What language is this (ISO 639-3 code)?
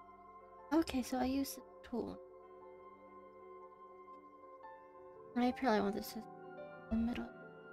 eng